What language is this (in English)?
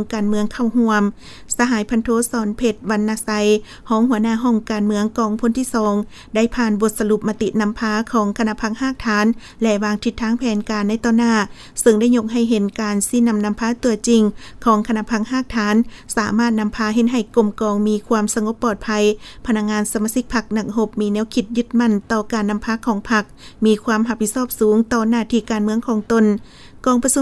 Lao